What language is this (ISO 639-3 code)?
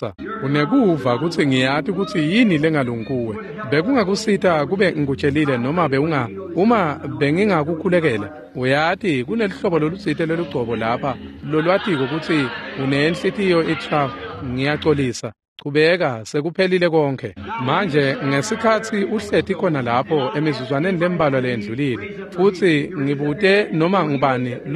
ssw